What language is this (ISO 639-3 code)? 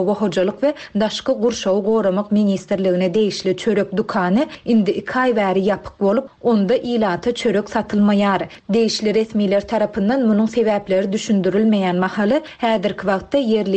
tuk